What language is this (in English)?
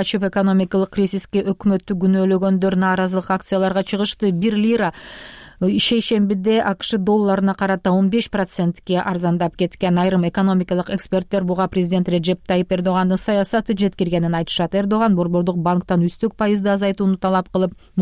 Kyrgyz